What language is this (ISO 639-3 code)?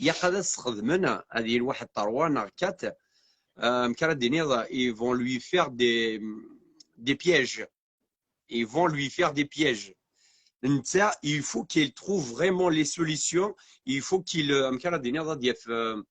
kab